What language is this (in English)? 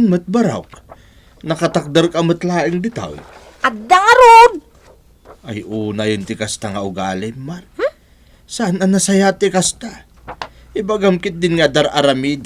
Iloko